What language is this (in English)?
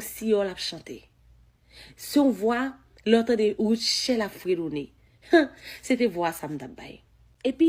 Haitian Creole